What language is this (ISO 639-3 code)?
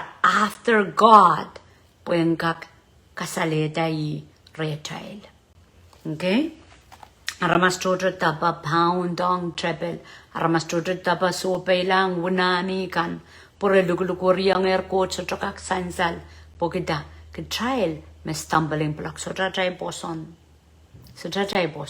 pon